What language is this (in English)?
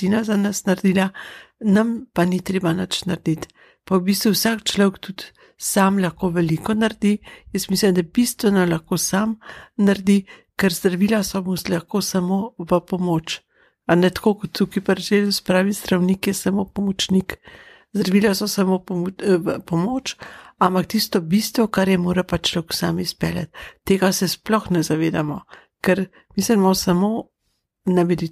Slovenian